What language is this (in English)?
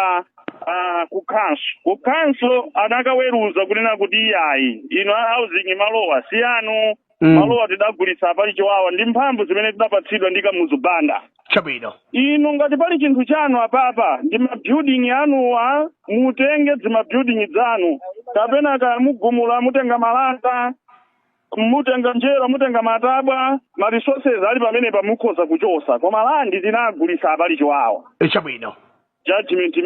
Nyanja